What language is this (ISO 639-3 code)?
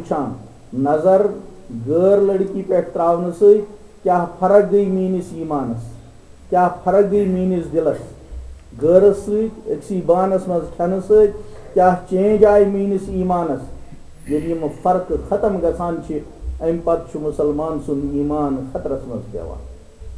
kas